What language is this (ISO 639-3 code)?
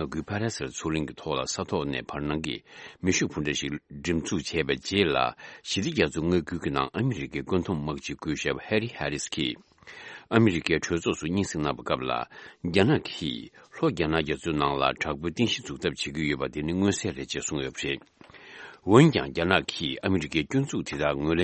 bod